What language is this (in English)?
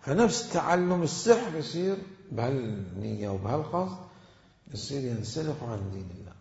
Mesopotamian Arabic